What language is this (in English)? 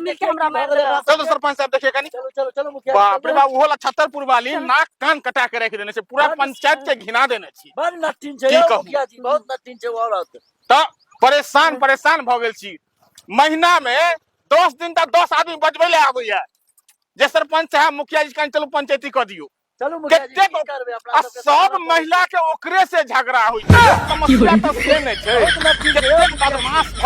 Maithili